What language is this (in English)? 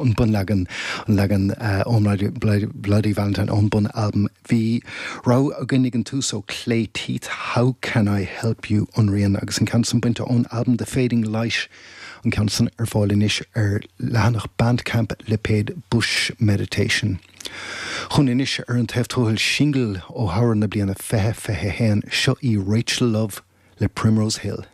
Irish